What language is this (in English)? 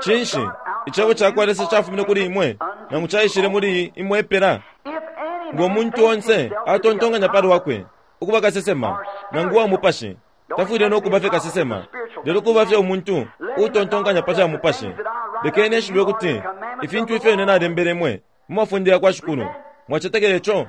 Bemba